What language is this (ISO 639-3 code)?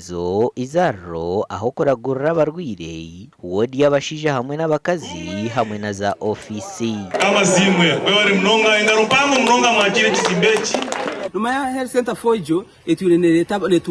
nyn